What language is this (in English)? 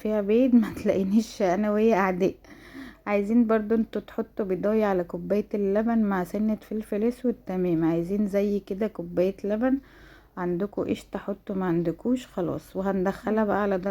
Egyptian Arabic